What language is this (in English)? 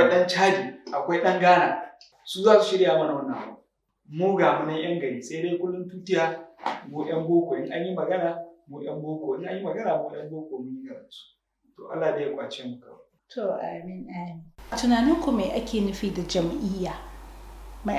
Hausa